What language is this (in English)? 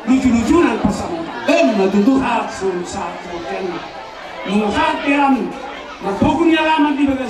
Batak Toba